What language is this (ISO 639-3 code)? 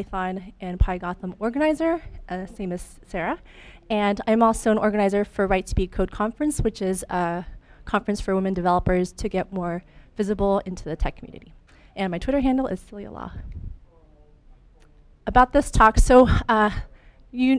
eng